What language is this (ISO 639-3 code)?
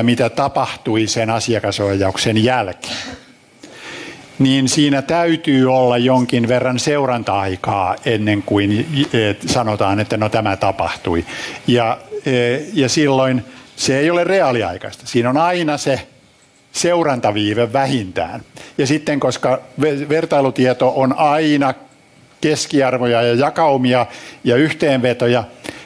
fin